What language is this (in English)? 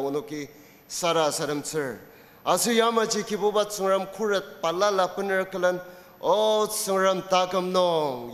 Ao Naga